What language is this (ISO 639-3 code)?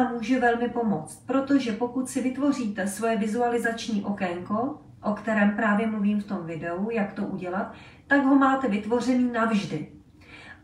ces